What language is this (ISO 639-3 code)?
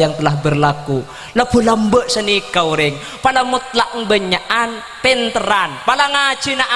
mad